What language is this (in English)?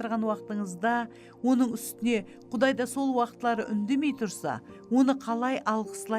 Kara-Kalpak